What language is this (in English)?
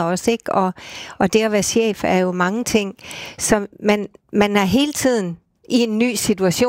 Danish